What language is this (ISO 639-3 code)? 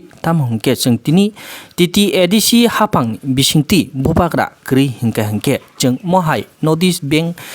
trp